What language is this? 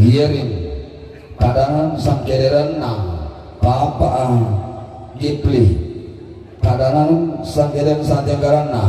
Toraja-Sa'dan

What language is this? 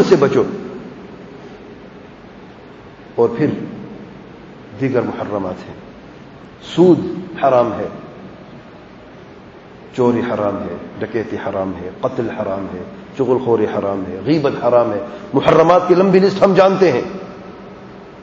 Urdu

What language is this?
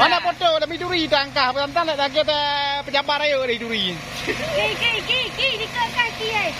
Achinese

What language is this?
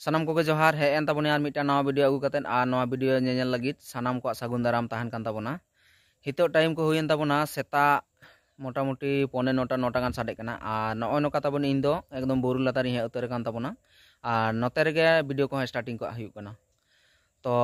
Santali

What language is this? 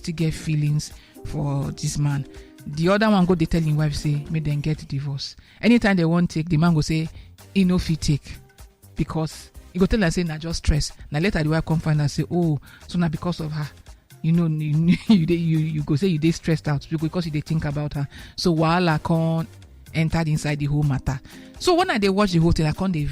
Nigerian Pidgin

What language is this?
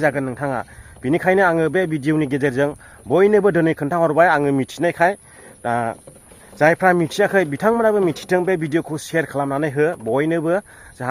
Bodo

